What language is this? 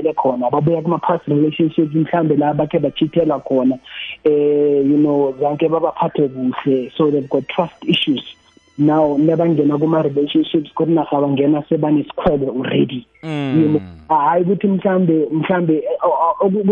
South Ndebele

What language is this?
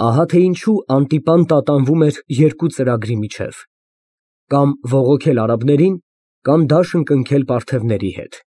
Armenian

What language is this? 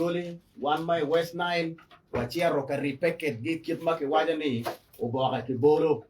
Acoli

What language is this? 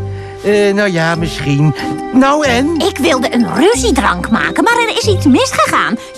Dutch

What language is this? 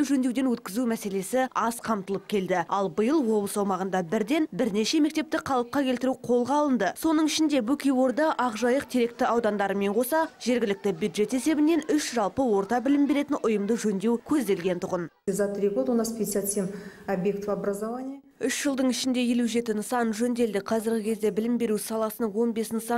Kazakh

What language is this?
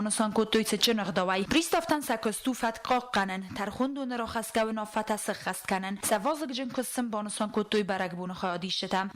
Ossetic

